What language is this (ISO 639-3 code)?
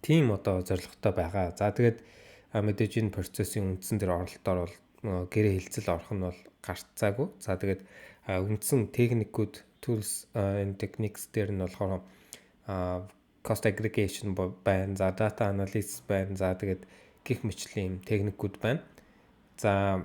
mon